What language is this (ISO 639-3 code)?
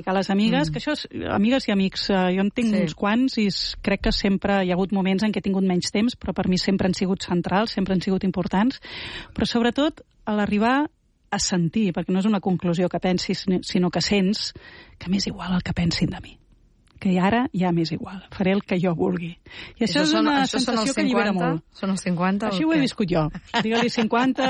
cat